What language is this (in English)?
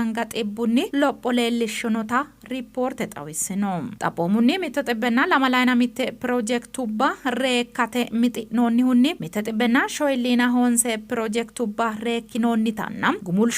Sidamo